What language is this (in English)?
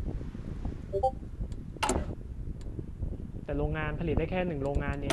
Thai